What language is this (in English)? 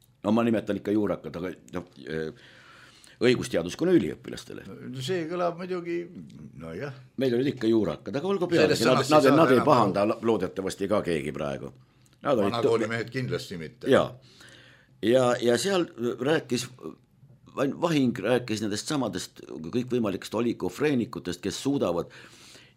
Estonian